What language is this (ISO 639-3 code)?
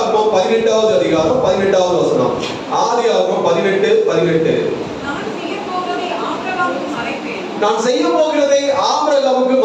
tam